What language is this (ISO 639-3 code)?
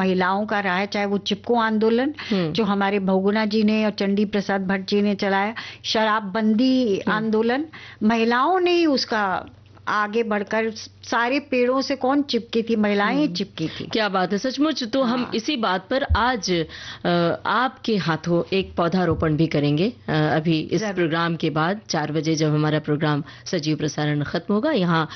hin